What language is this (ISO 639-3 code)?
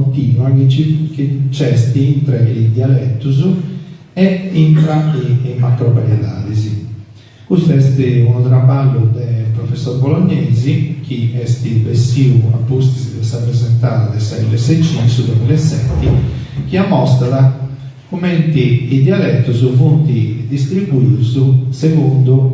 srd